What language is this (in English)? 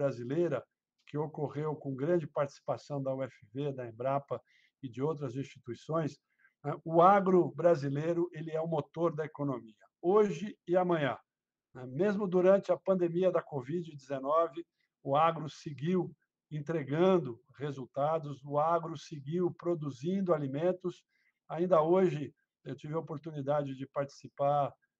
Portuguese